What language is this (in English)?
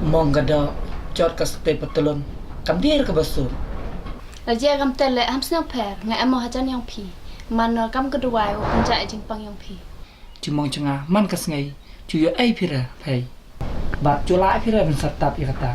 Khasi